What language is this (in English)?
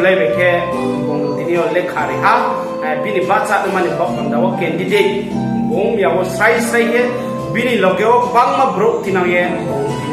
Riang (India)